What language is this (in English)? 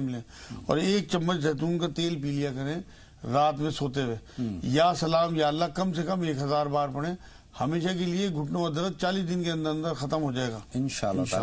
Urdu